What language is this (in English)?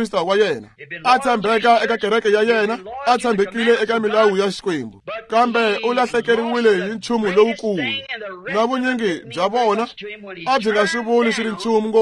Tsonga